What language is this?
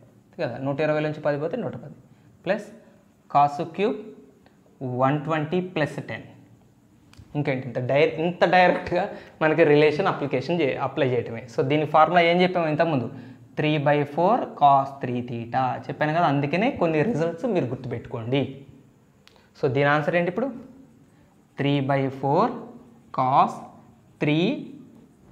Telugu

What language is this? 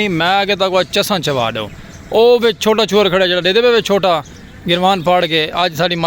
Saraiki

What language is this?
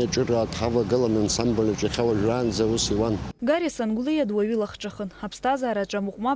Abkhazian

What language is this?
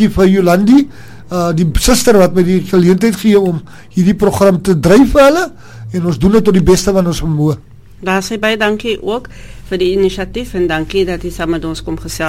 Afrikaans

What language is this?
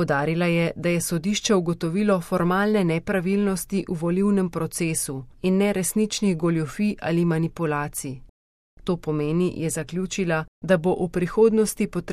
Slovenian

